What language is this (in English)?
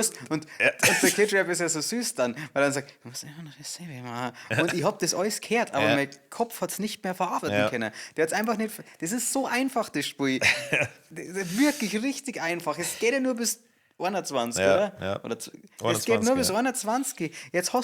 Bavarian